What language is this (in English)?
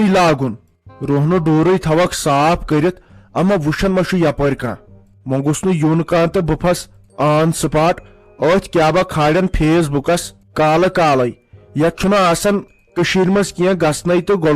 Kashmiri